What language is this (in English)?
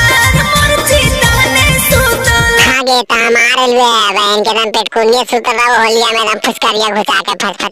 Magahi